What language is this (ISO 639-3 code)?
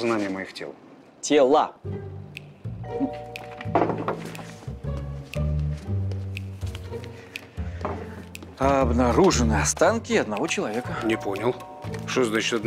rus